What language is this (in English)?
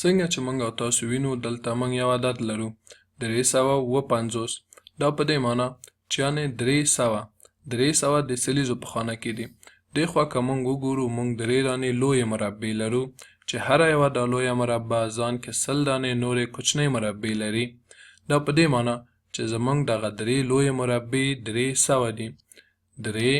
Pashto